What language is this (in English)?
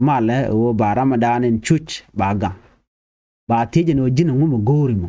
Nuer